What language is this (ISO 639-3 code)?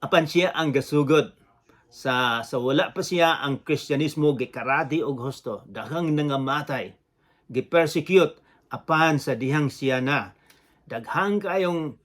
ceb